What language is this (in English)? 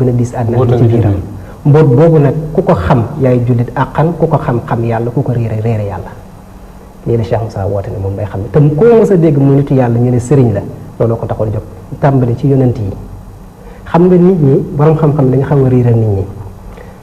Wolof